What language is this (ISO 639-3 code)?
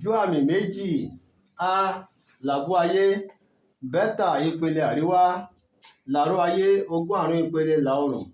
yor